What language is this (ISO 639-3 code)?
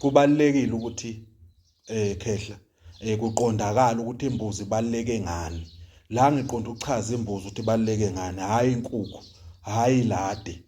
zul